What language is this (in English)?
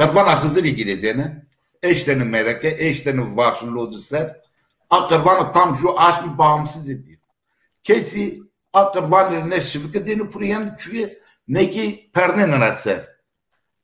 Zaza